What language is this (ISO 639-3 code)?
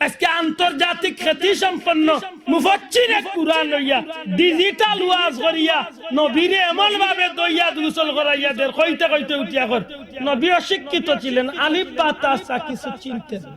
syl